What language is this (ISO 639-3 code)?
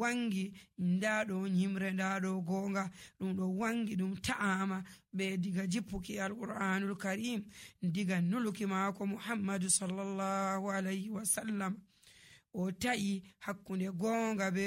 fuv